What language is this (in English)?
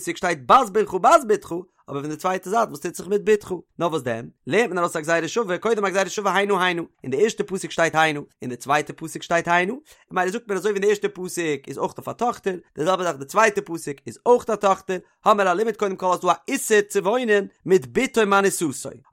Yiddish